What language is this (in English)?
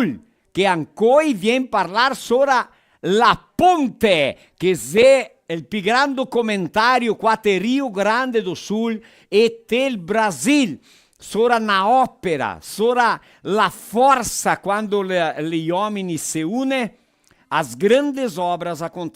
Venetian